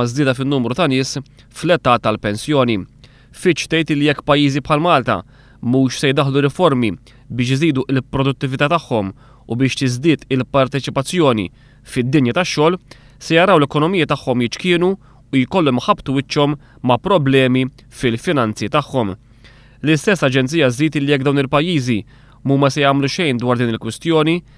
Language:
Maltese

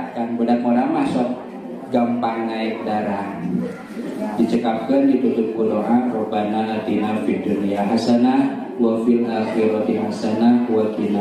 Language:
Sundanese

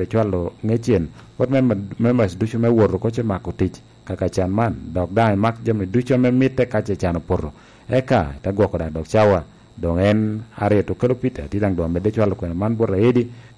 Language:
Lango (Uganda)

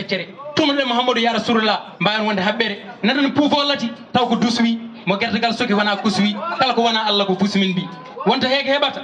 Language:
Fula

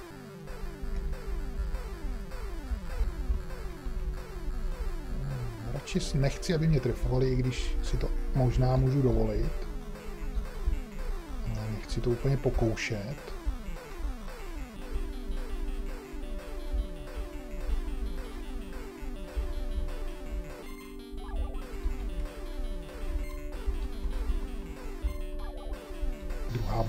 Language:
Czech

